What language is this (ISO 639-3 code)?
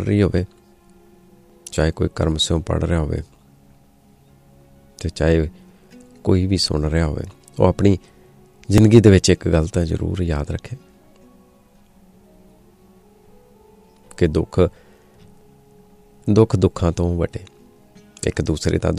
pan